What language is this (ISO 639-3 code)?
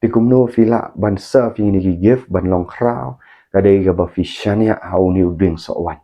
kha